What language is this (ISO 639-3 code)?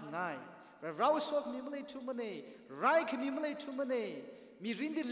nmf